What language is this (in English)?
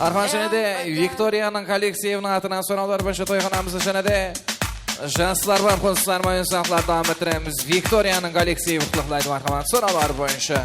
Kara-Kalpak